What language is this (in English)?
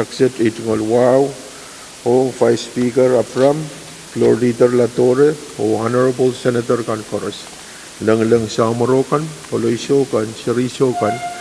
Pohnpeian